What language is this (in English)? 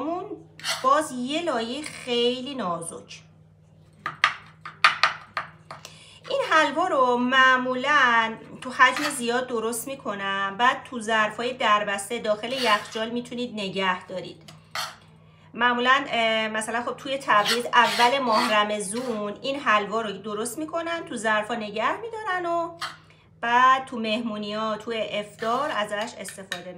Persian